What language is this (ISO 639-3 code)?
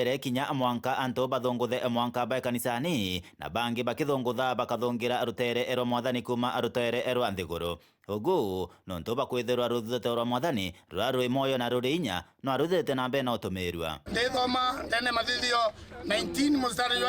mer